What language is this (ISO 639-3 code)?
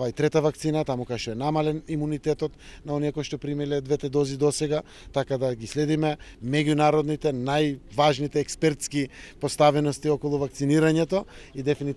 mkd